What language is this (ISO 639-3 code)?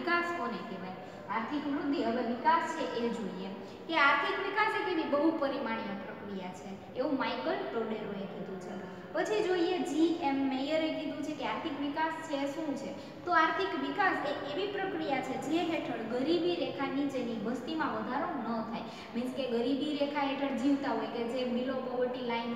guj